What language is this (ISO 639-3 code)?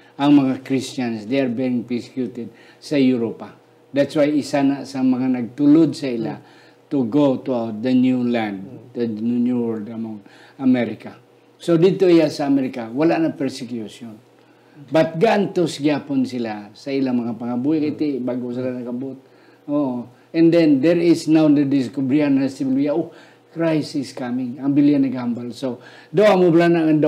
hil